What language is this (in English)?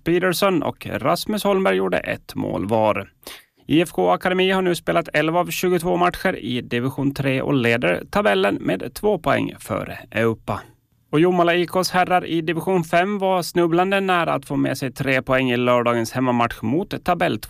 Swedish